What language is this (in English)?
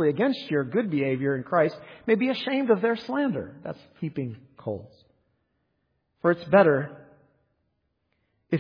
English